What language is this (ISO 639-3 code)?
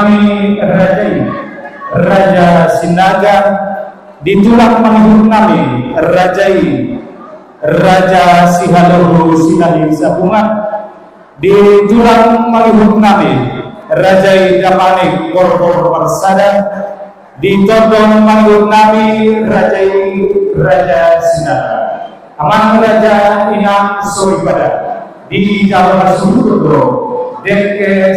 bbc